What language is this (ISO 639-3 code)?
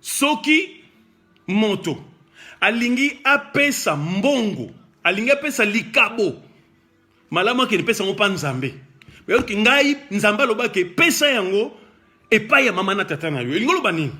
lin